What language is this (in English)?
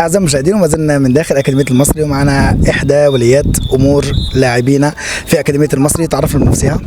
Egyptian Arabic